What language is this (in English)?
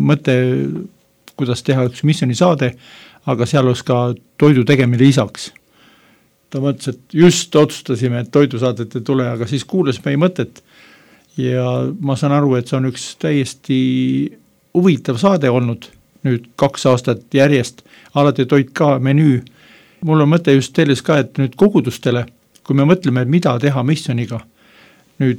Estonian